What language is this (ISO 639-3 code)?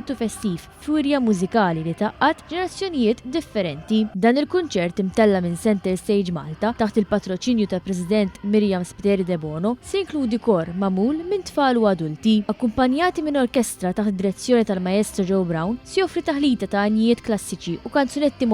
mlt